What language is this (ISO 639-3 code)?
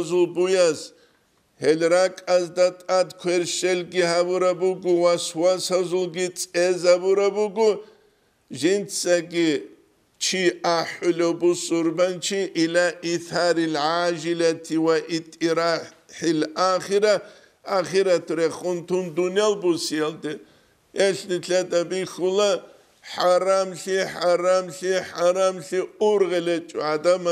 ava